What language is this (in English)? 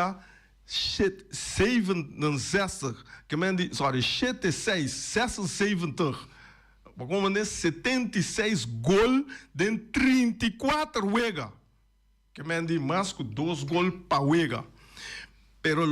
Papiamento